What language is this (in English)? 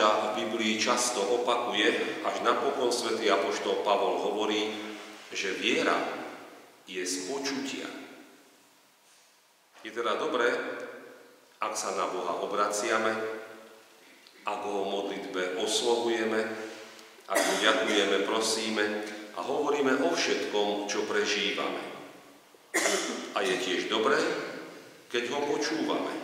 Slovak